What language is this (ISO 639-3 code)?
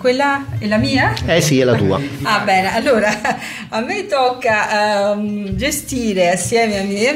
ita